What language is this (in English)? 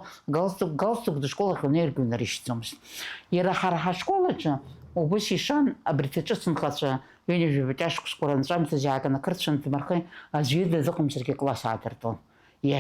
Abkhazian